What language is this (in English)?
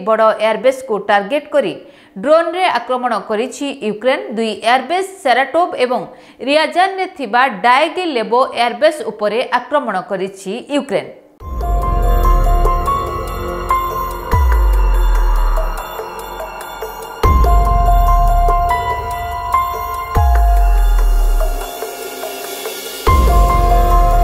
Odia